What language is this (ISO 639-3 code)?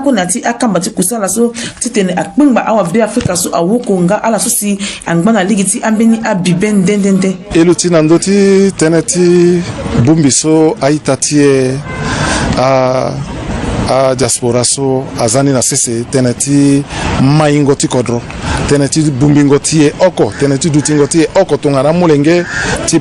sag